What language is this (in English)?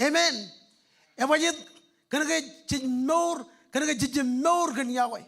Marshallese